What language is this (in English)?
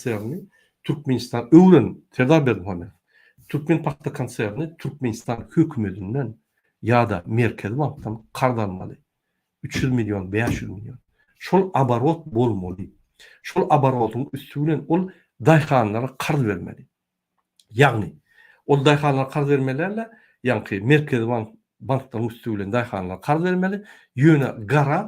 Turkmen